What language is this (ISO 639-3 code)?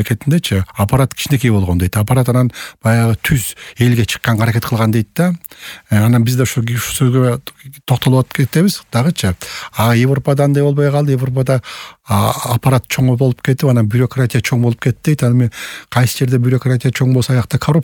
kir